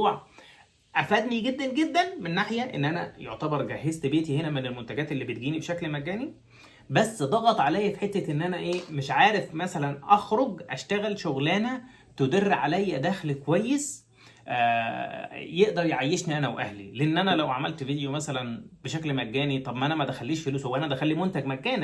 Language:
Egyptian Arabic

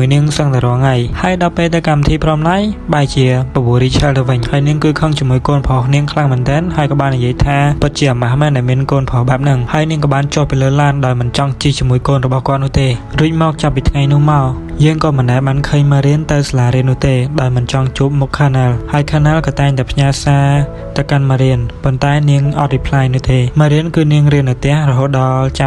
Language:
Khmer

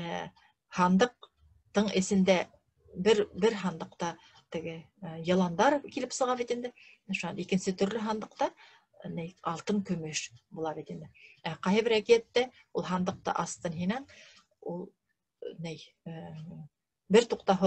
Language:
Bashkir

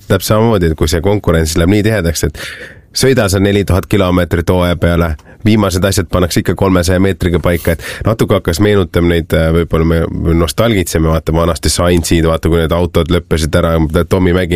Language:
Estonian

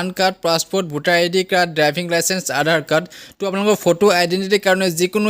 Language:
Assamese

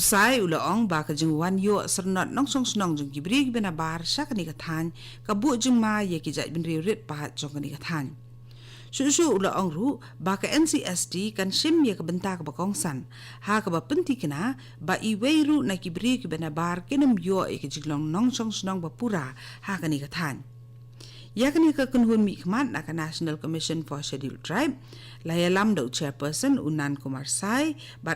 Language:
Khasi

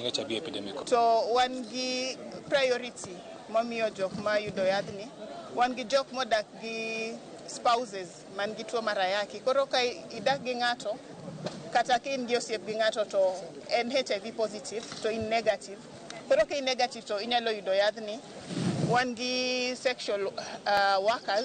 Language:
Luo (Kenya and Tanzania)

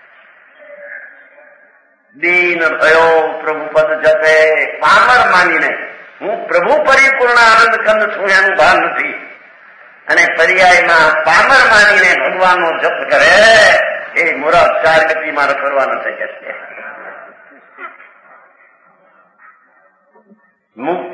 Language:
Gujarati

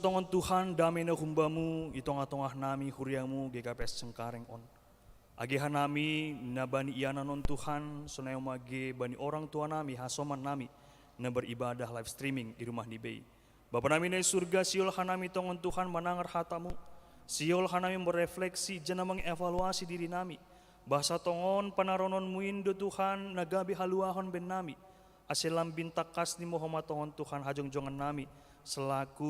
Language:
Batak Simalungun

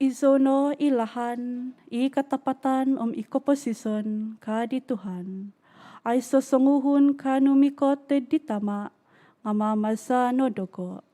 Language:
Central Dusun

